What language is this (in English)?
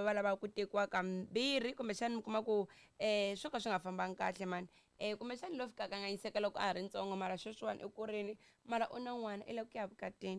Tsonga